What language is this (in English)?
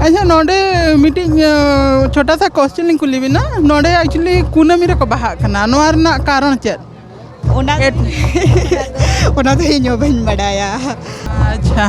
Santali